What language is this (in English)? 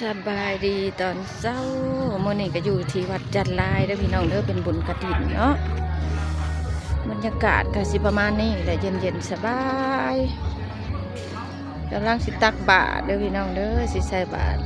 Lao